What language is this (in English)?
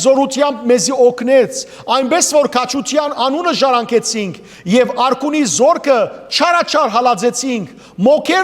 Western Armenian